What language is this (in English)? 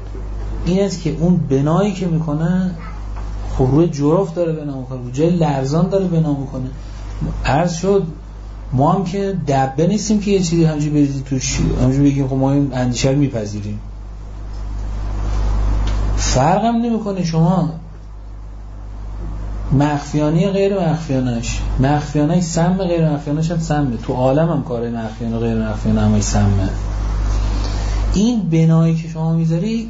Persian